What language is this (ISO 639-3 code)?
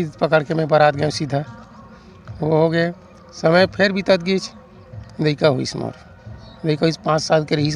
hne